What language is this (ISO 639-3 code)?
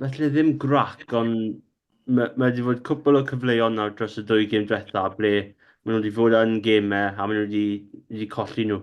cym